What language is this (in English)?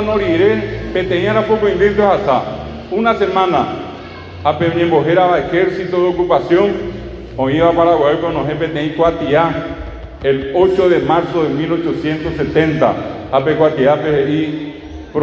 Guarani